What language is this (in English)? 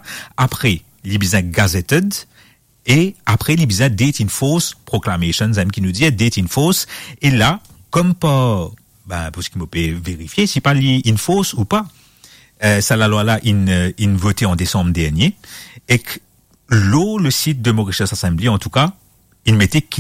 Morisyen